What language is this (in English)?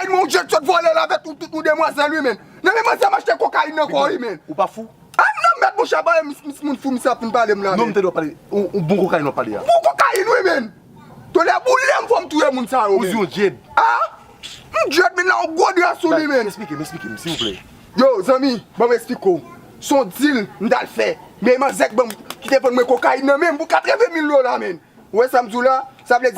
Haitian Creole